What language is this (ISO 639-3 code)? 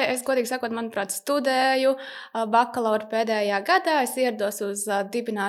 lav